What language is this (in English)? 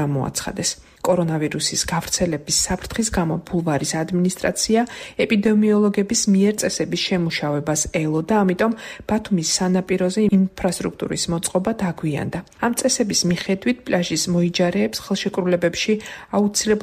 Georgian